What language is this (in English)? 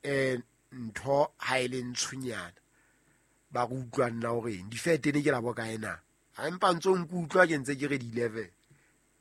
Southern Sotho